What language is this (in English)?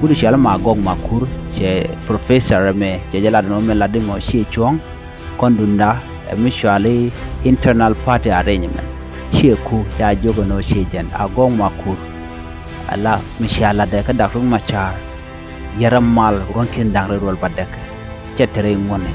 Nuer